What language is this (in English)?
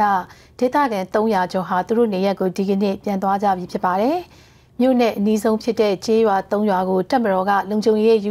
Burmese